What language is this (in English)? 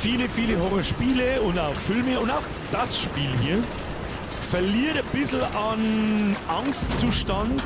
Bavarian